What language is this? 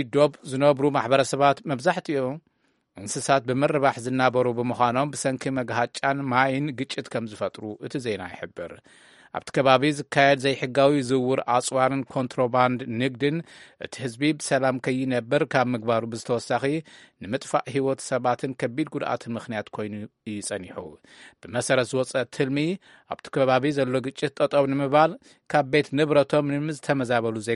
Tigrinya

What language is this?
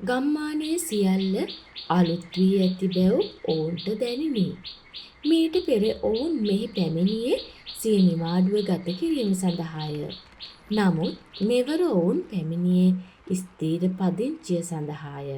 Sinhala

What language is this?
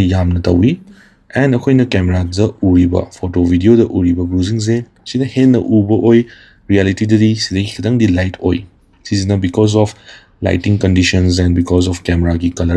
Manipuri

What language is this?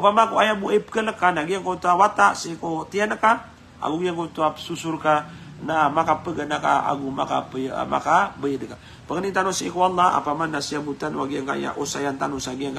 Maranao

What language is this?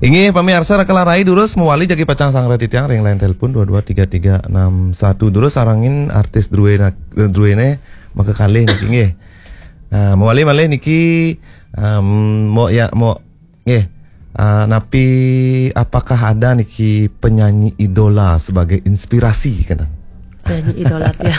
Balinese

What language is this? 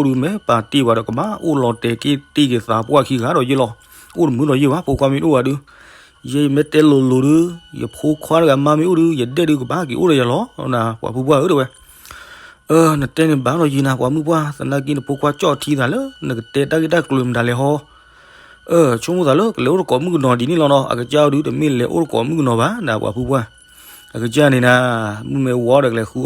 S'gaw Karen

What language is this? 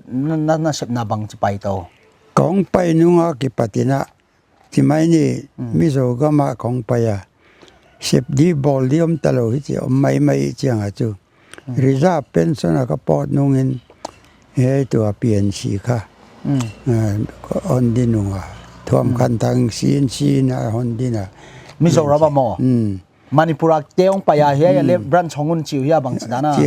Paite Chin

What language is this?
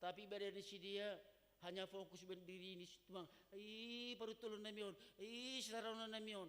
Batak Simalungun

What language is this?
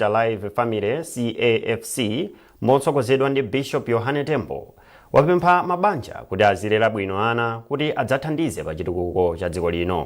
Nyanja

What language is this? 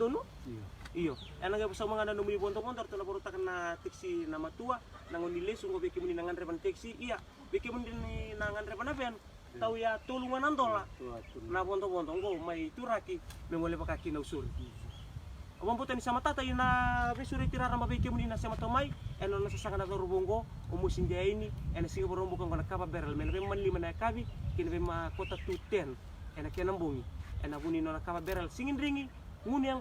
Fijian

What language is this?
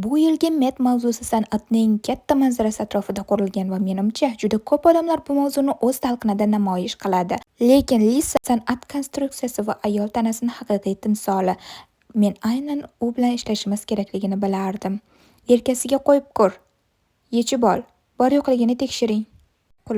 Uzbek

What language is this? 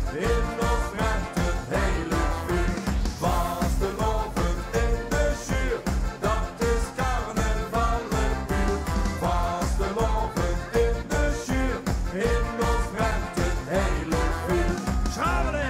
Limburgish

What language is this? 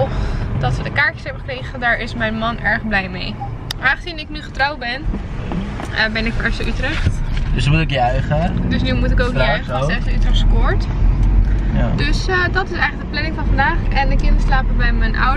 Dutch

